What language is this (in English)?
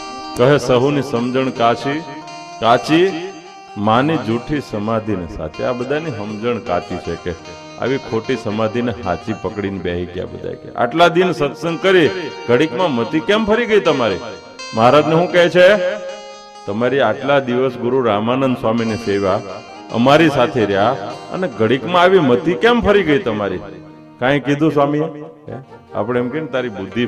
Gujarati